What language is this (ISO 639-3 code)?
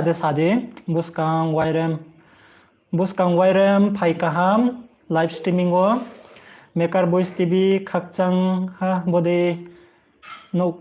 ria